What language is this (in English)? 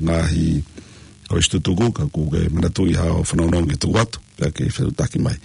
Tongan